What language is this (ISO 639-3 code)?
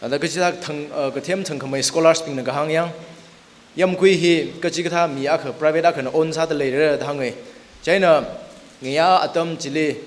nmf